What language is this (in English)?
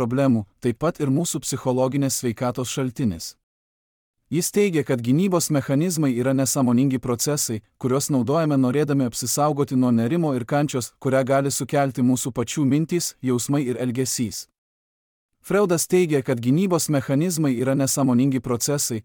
Lithuanian